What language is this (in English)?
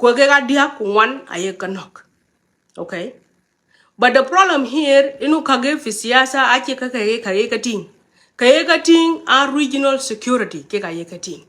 Nuer